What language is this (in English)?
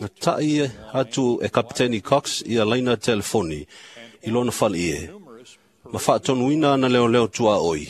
Samoan